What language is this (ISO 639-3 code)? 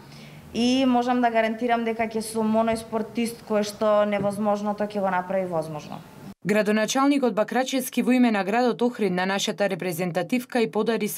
mkd